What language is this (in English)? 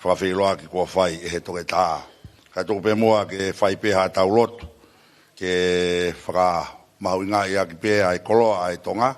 Tongan